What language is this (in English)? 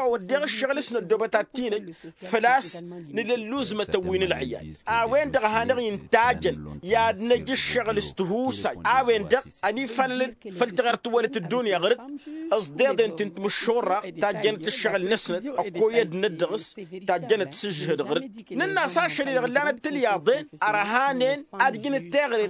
Tamasheq